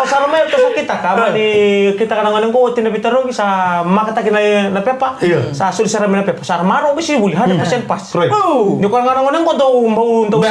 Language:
Fijian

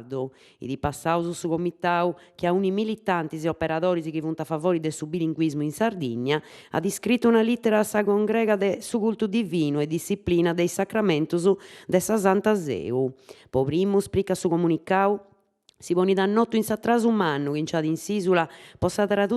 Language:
Sardinian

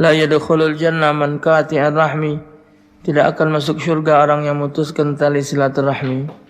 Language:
Musi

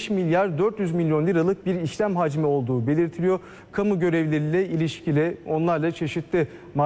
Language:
Turkish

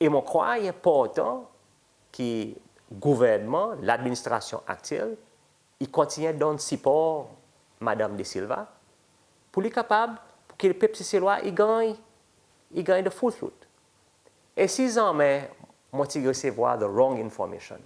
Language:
Seselwa Creole French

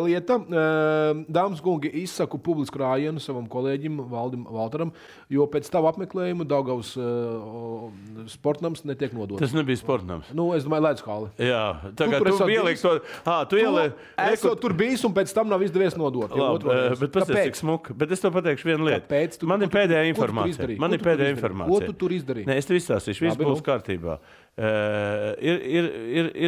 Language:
Latvian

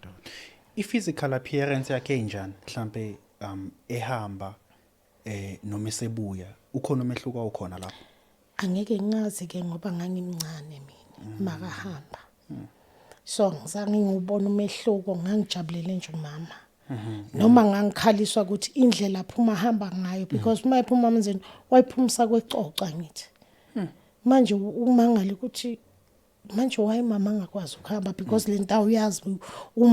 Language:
Zulu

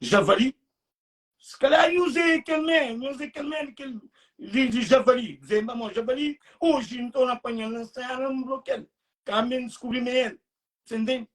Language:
Kabuverdianu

